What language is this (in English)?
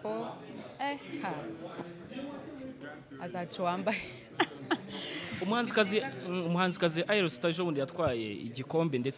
Kinyarwanda